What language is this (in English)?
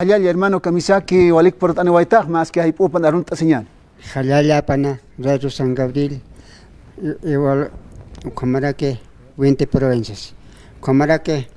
Aymara